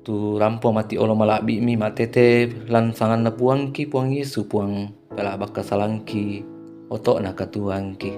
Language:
Toraja-Sa'dan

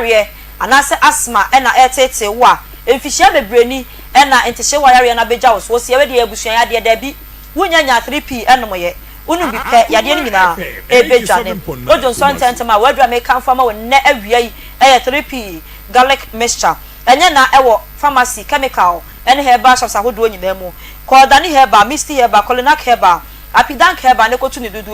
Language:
Akan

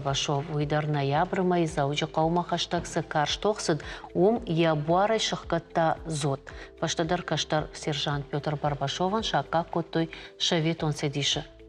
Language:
Ossetic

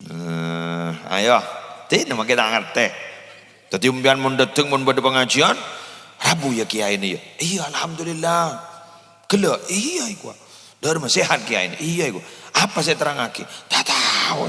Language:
Madurese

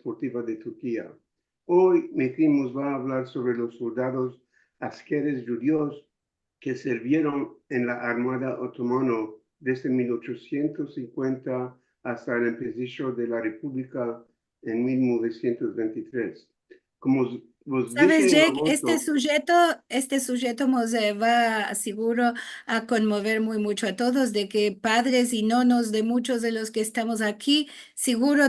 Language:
Ladino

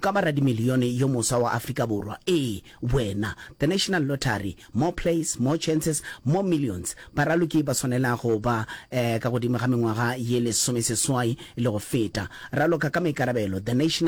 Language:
Northern Sotho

